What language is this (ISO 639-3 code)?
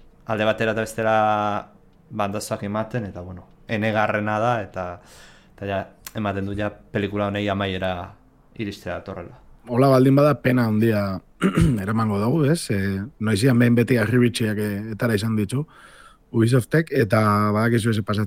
eus